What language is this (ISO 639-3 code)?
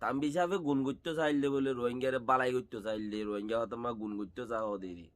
rhg